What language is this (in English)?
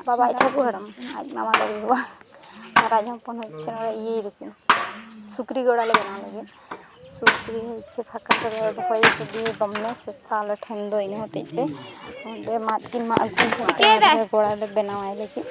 Santali